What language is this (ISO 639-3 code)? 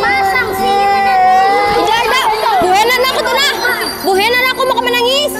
bjn